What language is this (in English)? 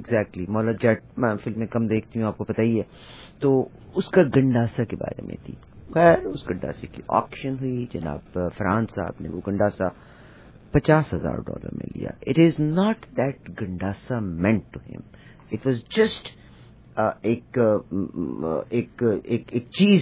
Urdu